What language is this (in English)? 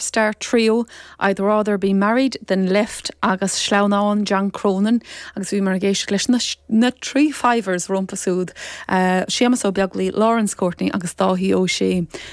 Irish